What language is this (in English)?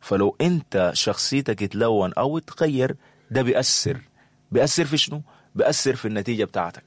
Sudanese Arabic